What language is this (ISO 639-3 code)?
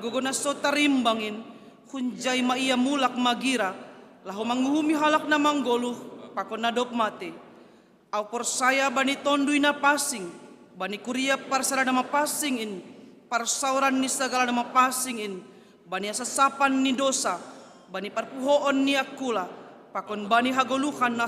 bts